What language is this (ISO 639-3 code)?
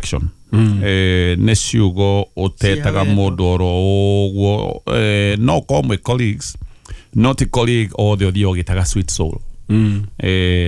kik